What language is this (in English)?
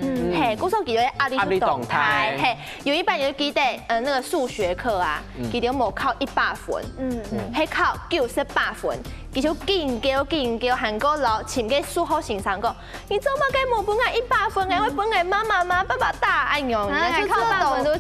Hakka Chinese